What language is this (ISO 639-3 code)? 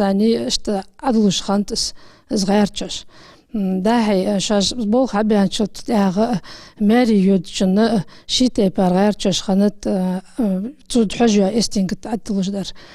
inh